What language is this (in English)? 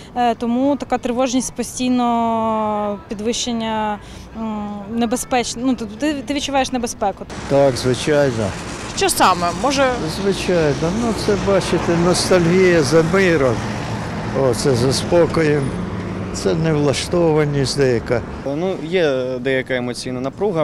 Ukrainian